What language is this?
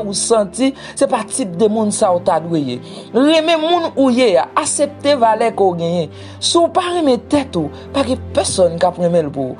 Haitian Creole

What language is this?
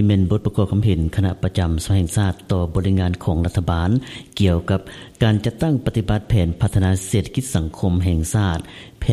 Lao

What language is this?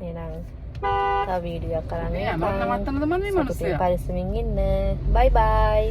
Sinhala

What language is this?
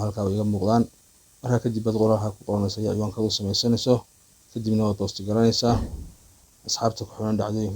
Somali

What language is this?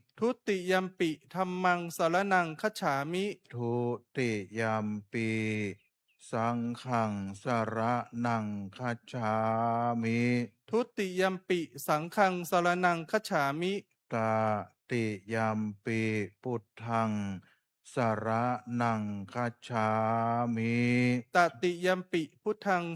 Pali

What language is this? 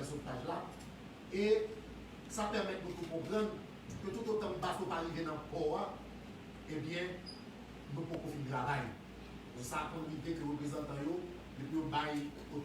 Haitian Creole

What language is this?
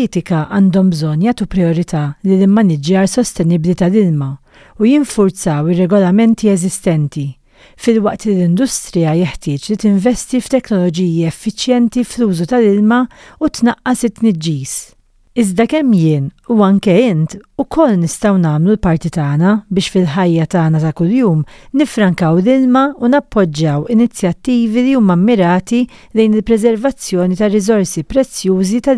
Maltese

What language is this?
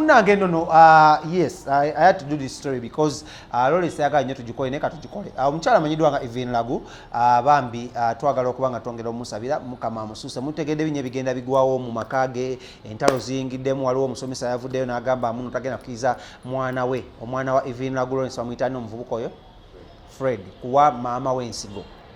Ganda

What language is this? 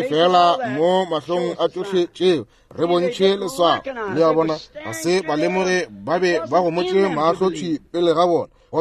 Northern Sotho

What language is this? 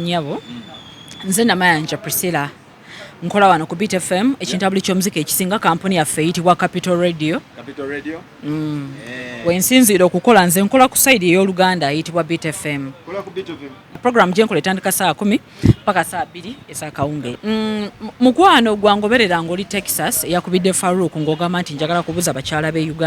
Ganda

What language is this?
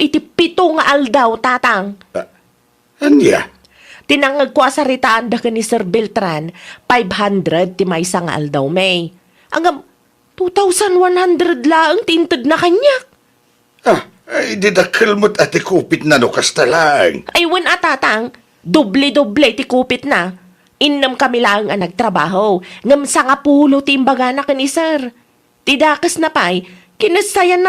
Iloko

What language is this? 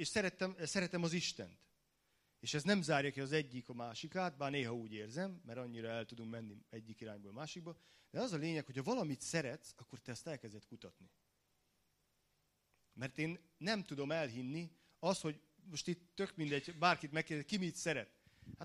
Hungarian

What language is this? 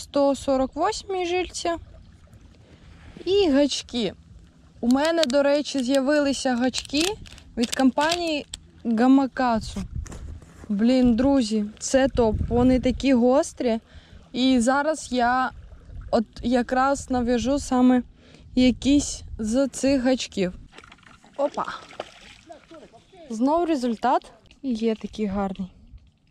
Ukrainian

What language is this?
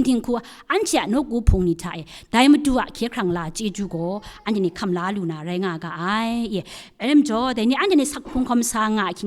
Kachin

